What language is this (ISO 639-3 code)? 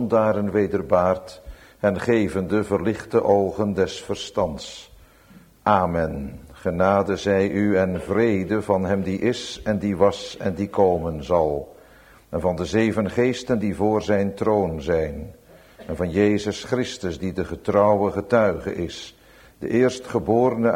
nld